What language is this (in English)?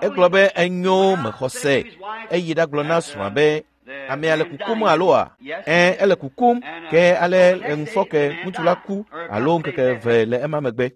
Ewe